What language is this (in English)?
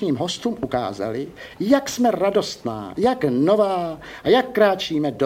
Czech